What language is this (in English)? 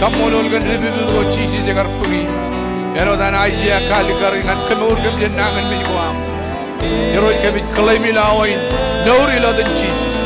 Marshallese